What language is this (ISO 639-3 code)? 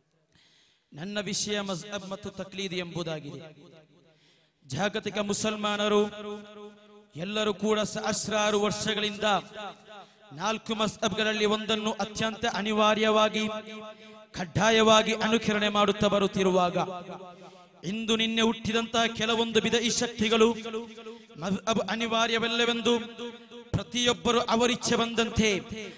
kan